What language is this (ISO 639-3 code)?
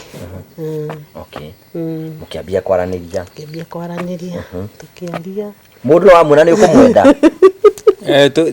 kik